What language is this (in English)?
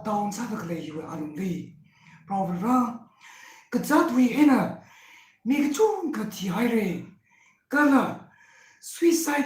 Tangkhul Naga (India)